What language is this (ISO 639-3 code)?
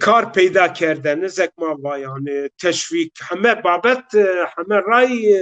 zza